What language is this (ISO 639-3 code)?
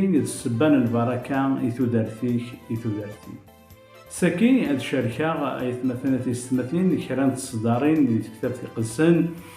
kab